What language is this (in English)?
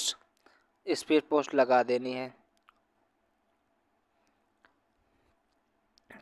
Hindi